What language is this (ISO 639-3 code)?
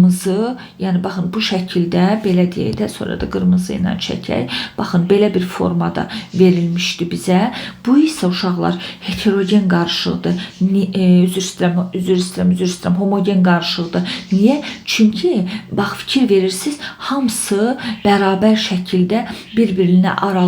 aze